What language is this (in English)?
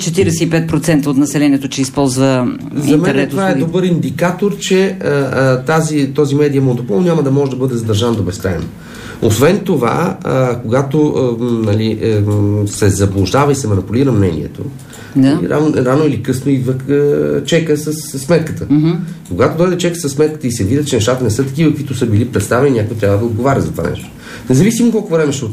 Bulgarian